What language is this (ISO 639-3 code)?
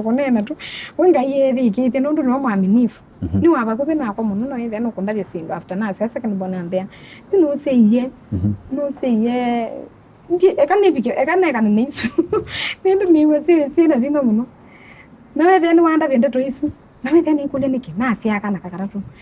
kam